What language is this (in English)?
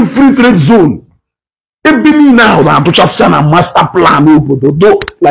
Igbo